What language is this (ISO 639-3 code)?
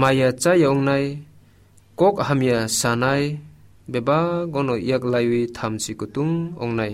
trp